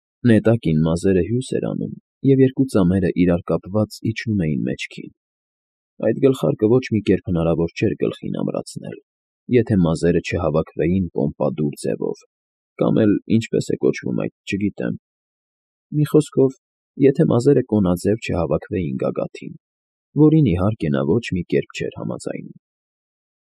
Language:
Armenian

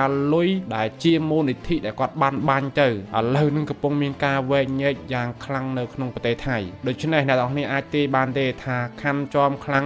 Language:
Khmer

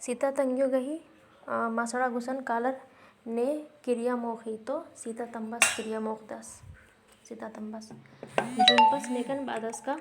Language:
Kurukh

